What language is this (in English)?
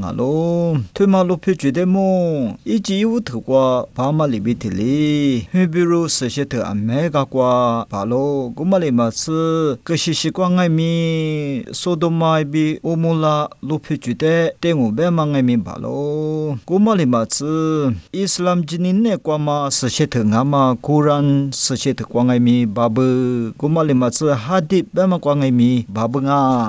Lisu